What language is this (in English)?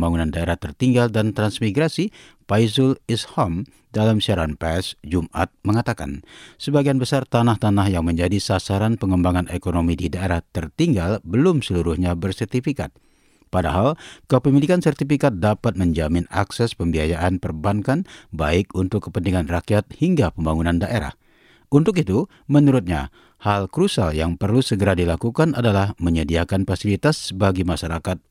Indonesian